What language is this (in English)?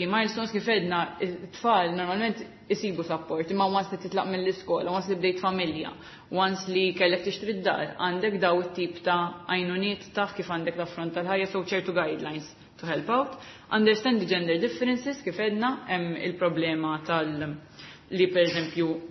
Maltese